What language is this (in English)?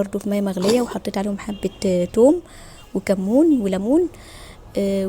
Egyptian Arabic